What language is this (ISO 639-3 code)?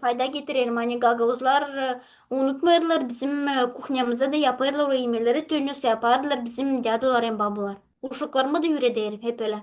gag